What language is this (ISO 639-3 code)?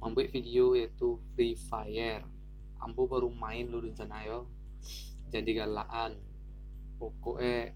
min